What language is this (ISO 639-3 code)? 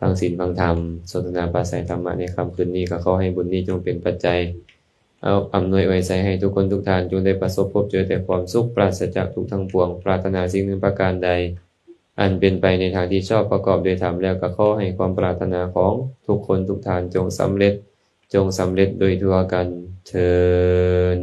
lao